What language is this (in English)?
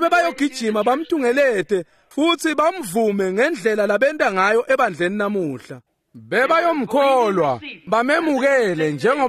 Swati